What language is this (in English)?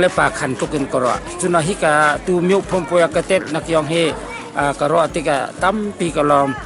Hakha Chin